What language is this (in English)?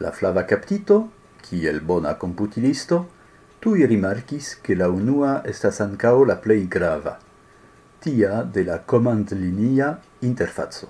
Esperanto